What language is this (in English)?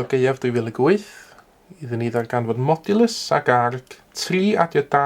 Welsh